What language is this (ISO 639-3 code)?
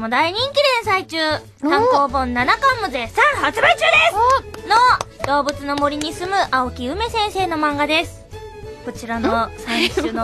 jpn